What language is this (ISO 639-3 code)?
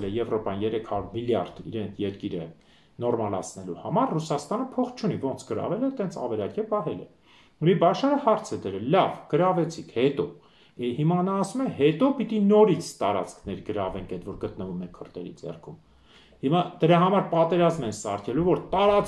hye